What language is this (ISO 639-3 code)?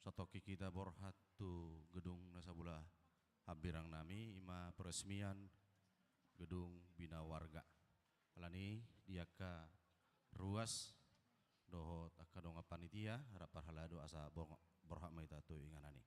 bbc